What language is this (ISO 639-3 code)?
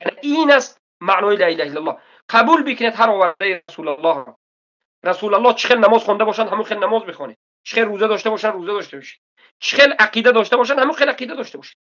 tgk